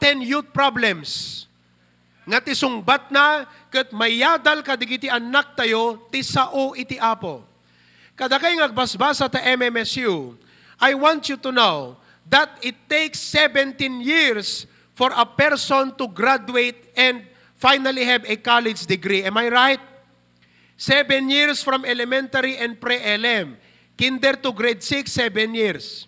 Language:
Iloko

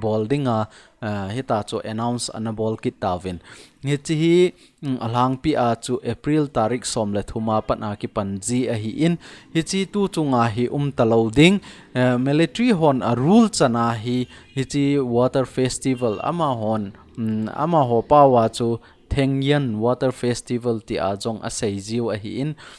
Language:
Thado Chin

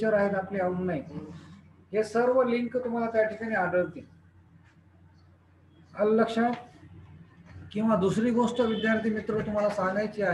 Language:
Marathi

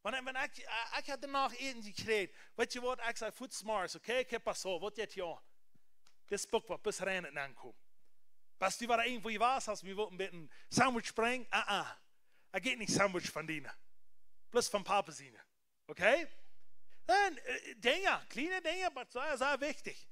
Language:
Plautdietsch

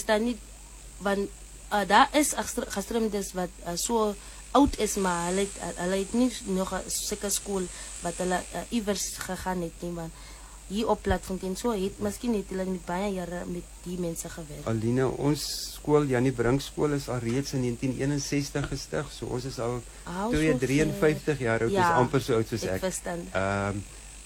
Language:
Afrikaans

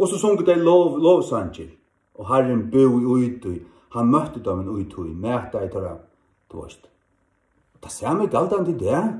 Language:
Faroese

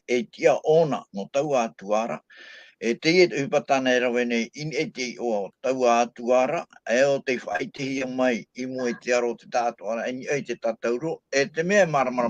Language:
Tahitian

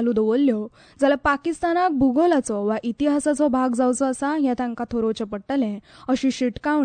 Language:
Konkani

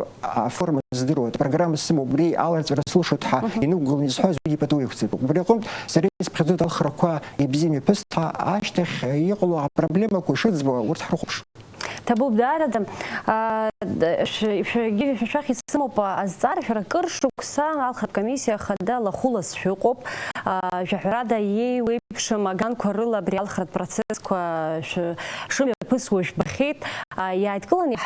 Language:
Abkhazian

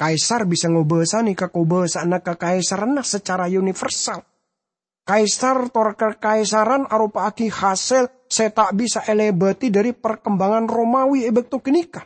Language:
Madurese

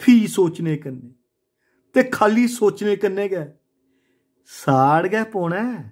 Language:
Dogri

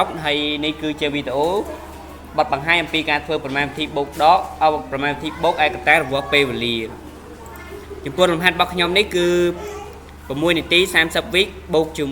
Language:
Khmer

